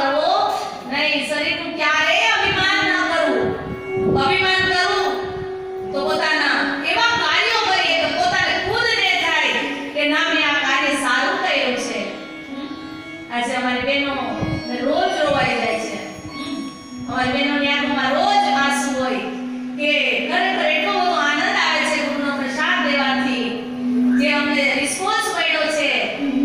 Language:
Gujarati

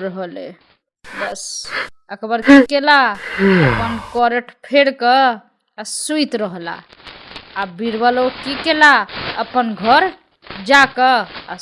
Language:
Maithili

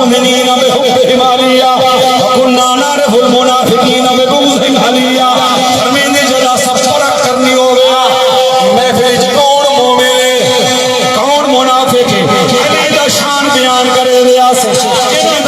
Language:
Saraiki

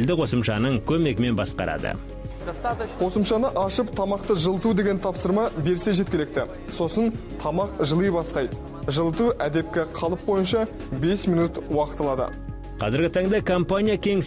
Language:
Kazakh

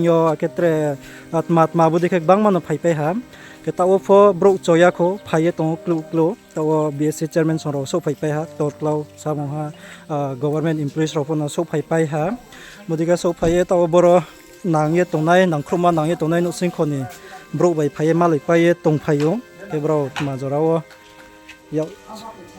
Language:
Riang (India)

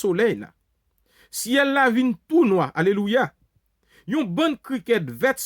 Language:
Haitian Creole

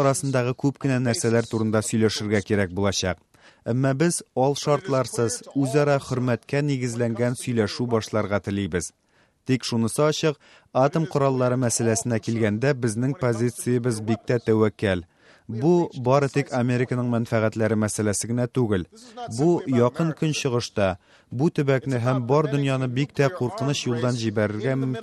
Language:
Tatar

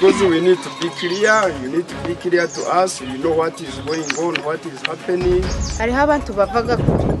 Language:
Nyankole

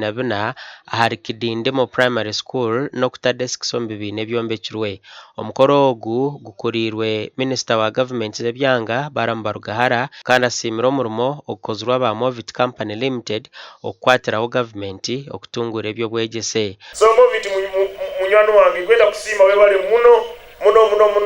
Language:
Nyankole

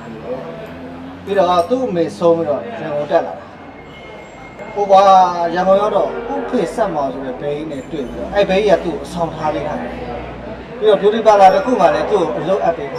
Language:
Burmese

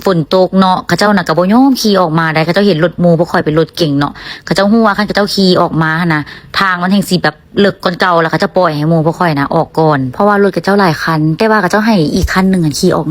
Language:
Lao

